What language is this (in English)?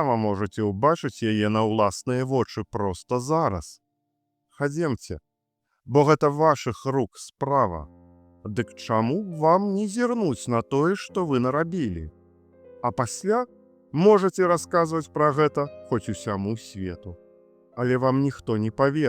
Belarusian